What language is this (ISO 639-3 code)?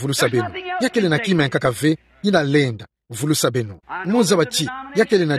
ktu